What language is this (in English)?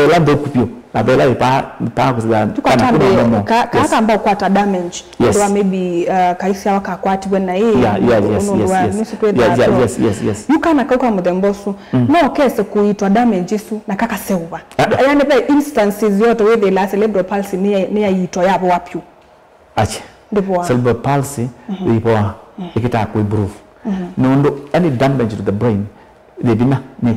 Kamba